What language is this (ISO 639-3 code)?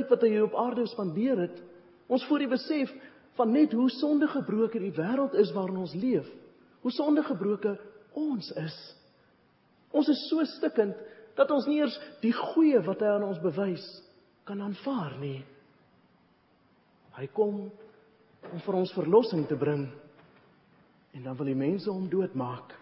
afr